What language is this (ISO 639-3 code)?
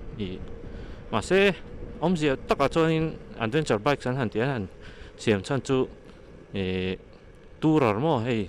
lus